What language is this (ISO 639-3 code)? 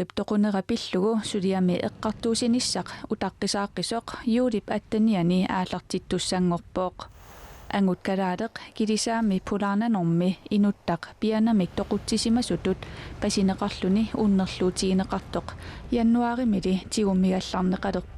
kal